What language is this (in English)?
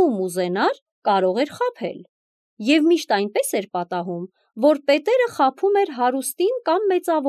Armenian